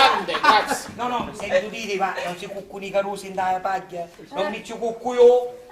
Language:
Sicilian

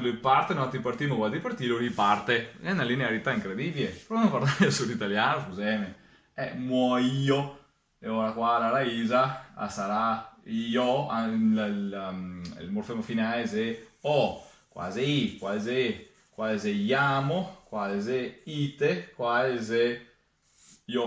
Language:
Venetian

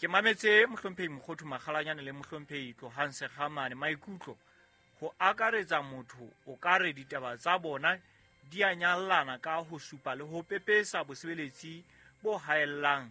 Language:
Southern Sotho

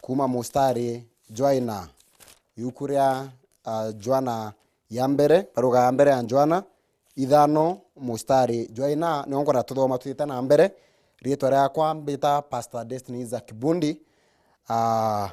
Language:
Meru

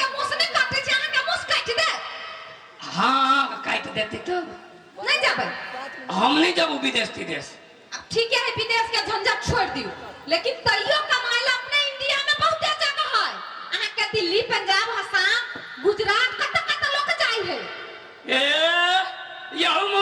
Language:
Maithili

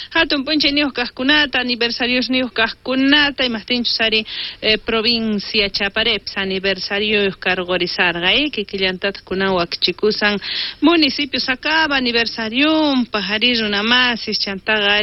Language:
South Bolivian Quechua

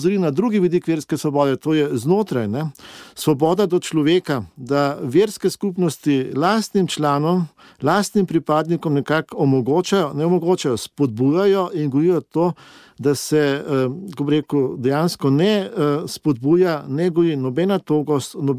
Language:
Slovenian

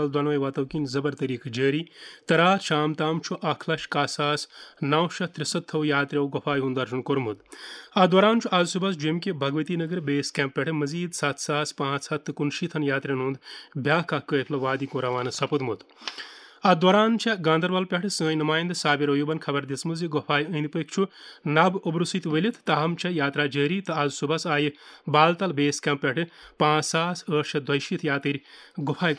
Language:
Kashmiri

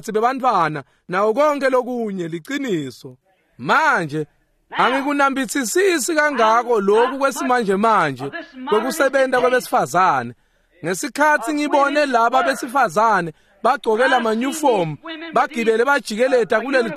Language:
Swati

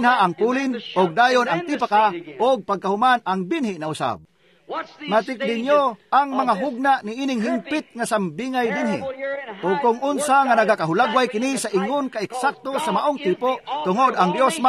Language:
Cebuano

